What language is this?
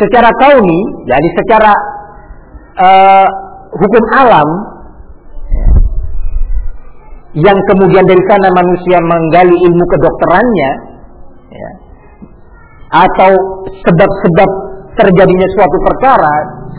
Indonesian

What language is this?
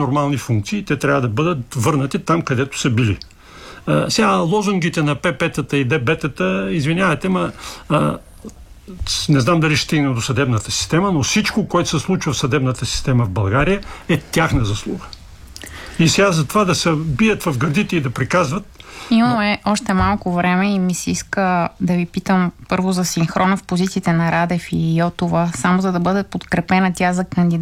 Bulgarian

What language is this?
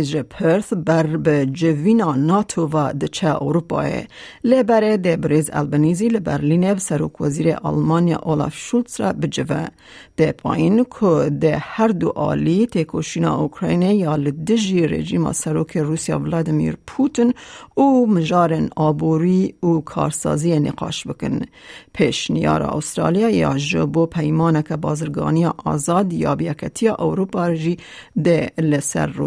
Kurdish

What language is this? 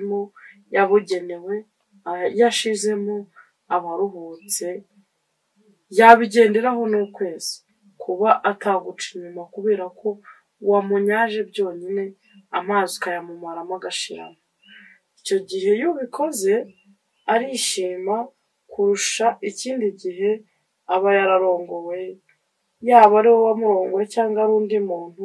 Kinyarwanda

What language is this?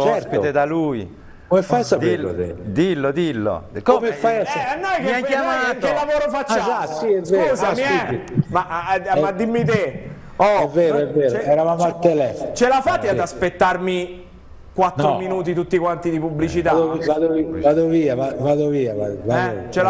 Italian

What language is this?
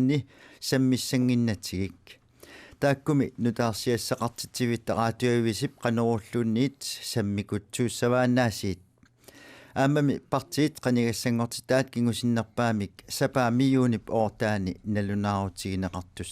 Kalaallisut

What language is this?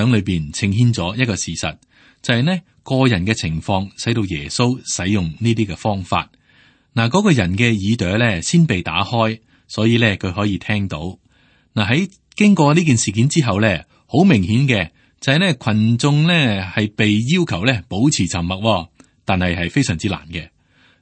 Cantonese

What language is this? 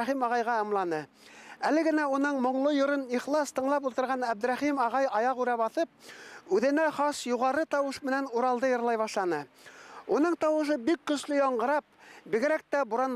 Bashkir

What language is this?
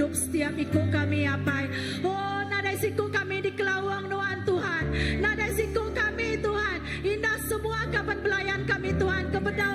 Iban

